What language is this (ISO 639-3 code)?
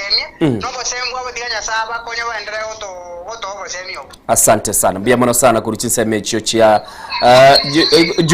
guz